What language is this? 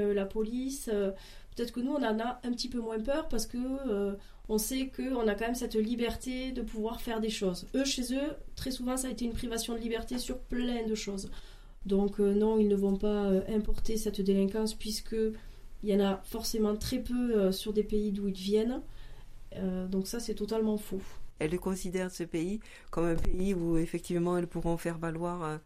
French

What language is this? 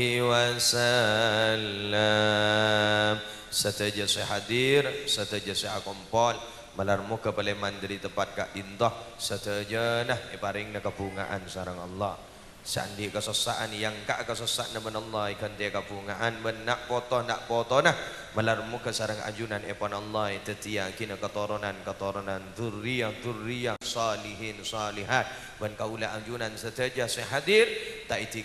Madurese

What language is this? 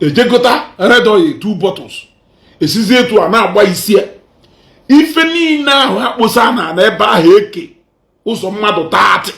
Igbo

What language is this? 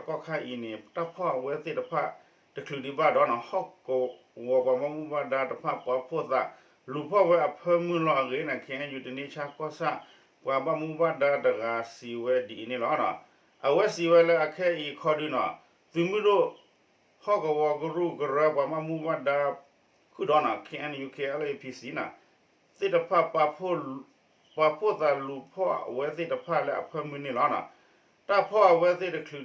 S'gaw Karen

